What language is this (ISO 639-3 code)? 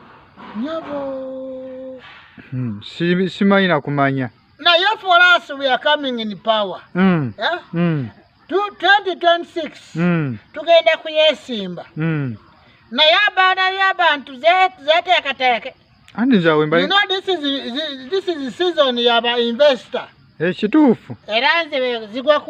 lug